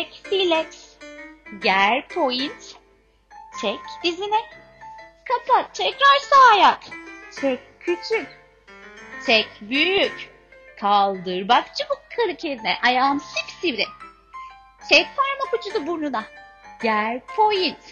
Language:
Turkish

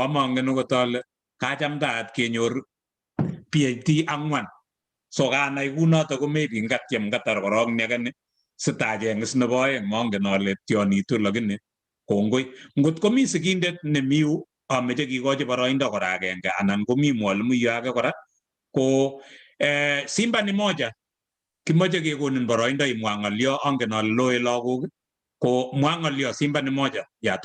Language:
Kalenjin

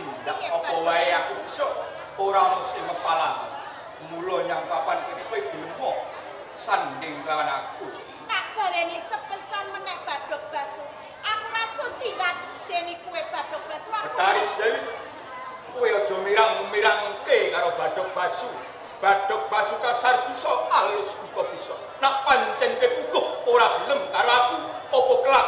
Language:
Javanese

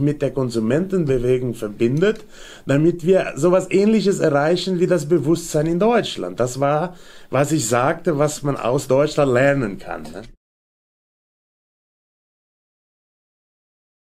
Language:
German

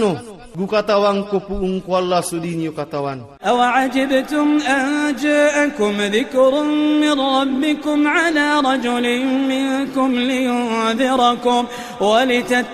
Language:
Maranao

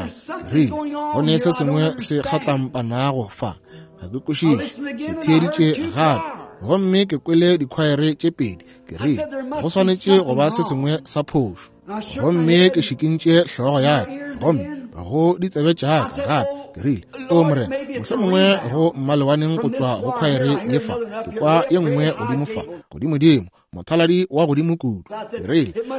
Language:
Northern Sotho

